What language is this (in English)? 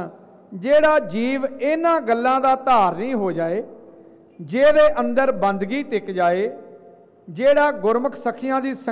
Punjabi